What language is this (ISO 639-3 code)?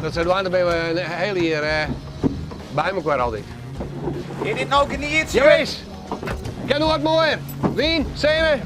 fry